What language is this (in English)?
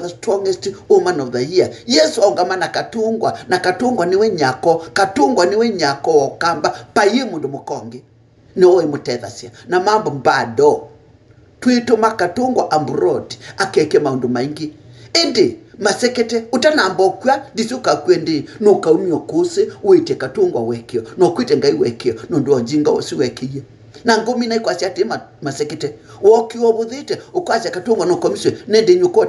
Kamba